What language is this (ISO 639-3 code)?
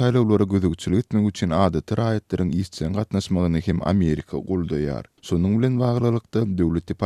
tuk